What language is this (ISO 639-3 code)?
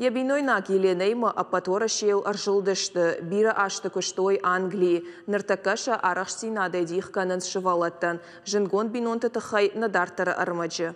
oss